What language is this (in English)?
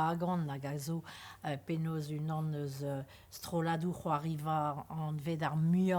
Breton